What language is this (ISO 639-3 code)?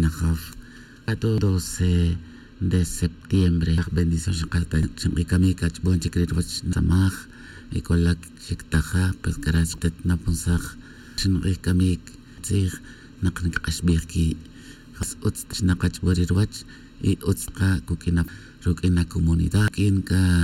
tzj